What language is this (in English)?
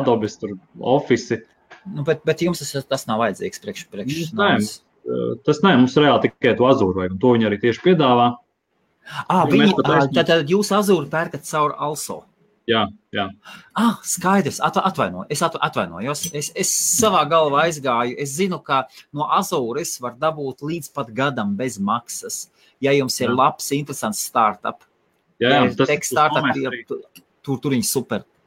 Latvian